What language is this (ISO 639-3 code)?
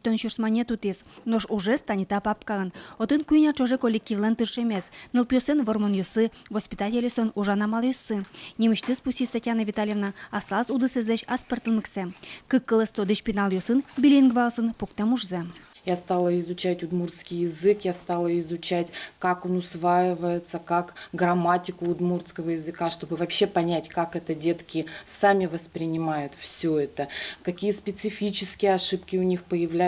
udm